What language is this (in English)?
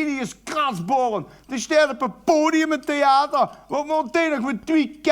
Limburgish